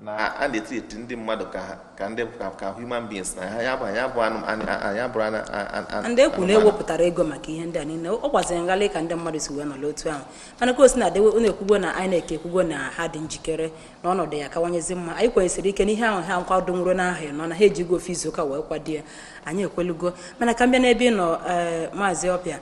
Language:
Igbo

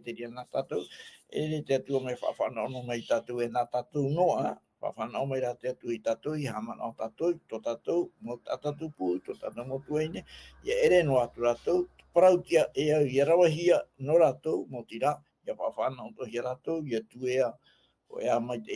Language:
Tahitian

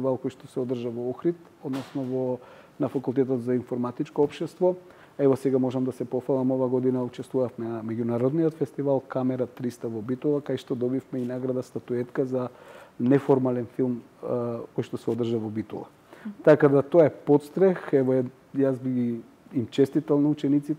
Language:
Macedonian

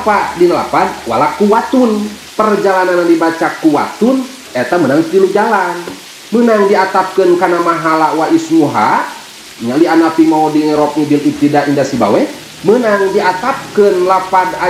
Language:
Sundanese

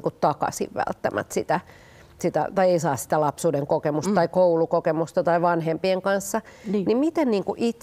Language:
Finnish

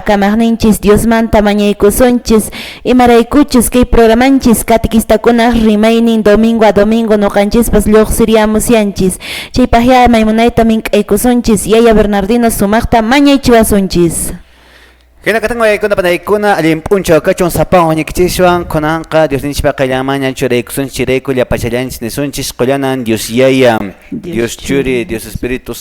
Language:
Quechua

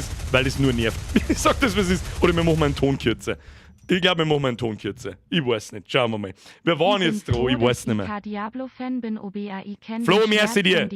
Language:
Bavarian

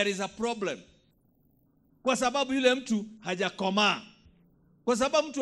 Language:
Swahili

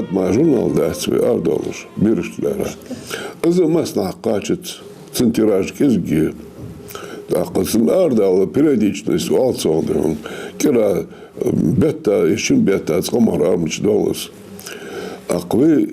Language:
Ingush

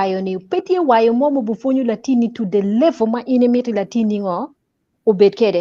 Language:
Acoli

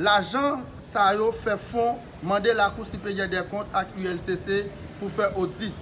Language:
Haitian Creole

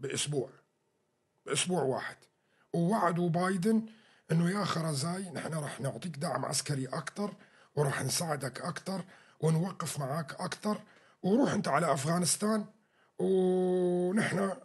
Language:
North Levantine Arabic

